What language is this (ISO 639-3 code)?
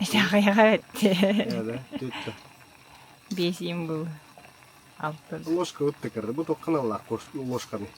sah